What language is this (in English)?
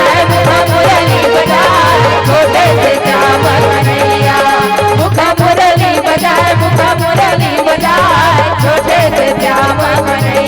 Chhattisgarhi